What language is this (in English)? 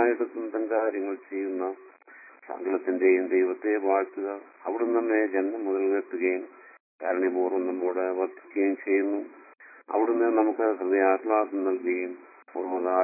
Malayalam